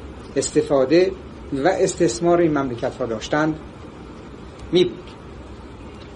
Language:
Persian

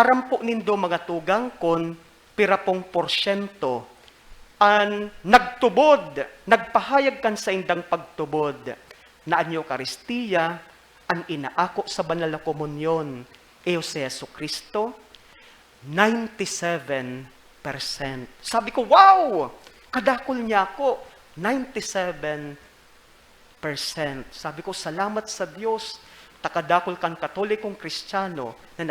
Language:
Bikol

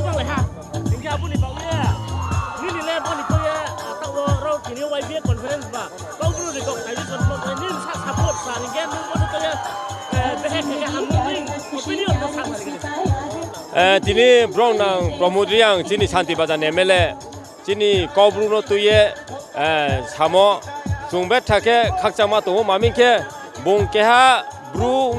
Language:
Riang (India)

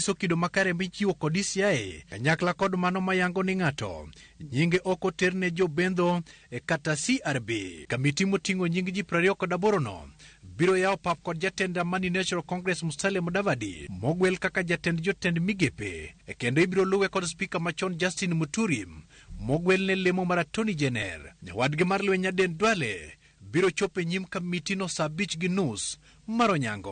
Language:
Luo (Kenya and Tanzania)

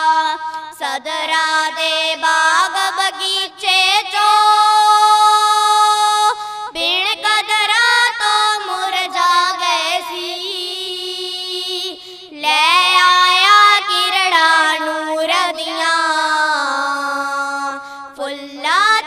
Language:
Punjabi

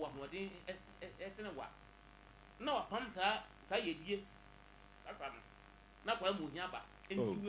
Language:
Akan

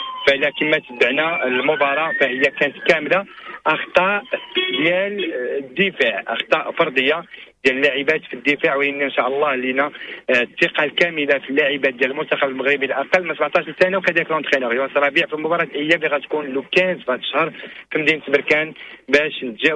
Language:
Moroccan Arabic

